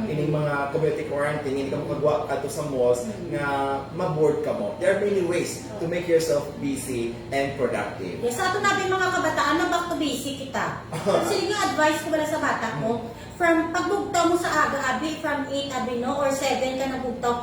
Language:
Hiligaynon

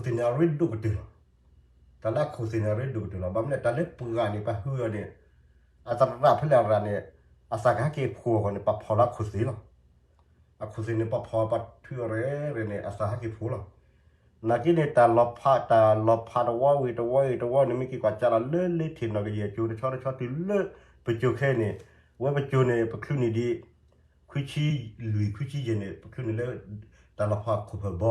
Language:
S'gaw Karen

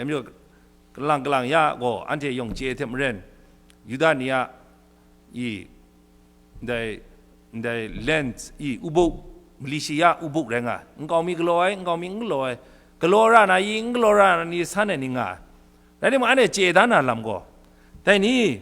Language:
Kachin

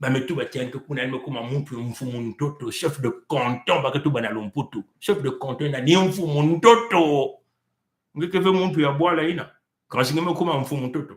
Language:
Kituba (Congo)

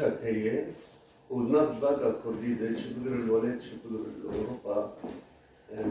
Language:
Kurdish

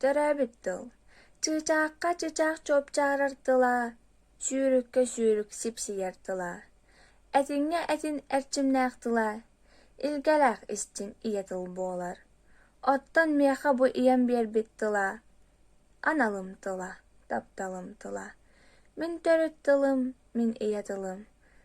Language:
Yakut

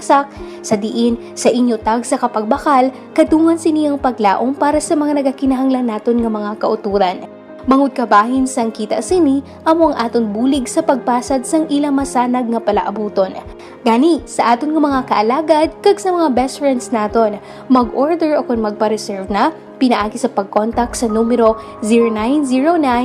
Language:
Hiligaynon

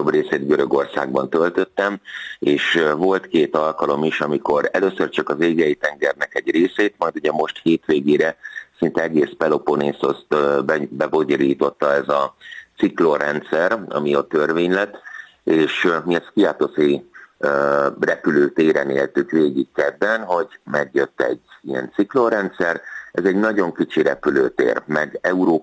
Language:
Hungarian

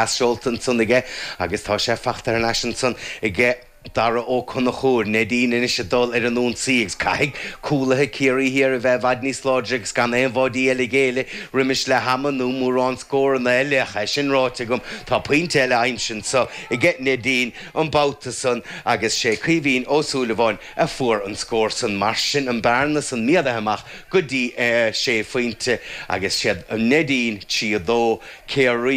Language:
Irish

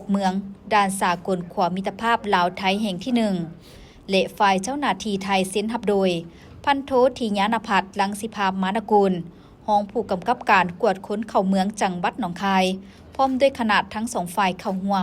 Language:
Lao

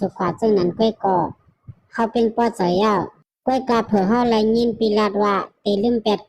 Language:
Shan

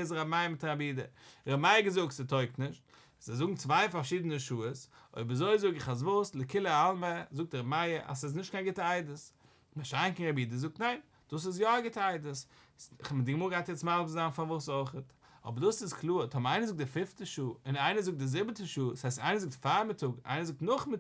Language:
Yiddish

